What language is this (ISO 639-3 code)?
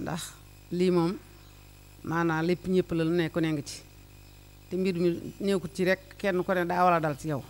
wol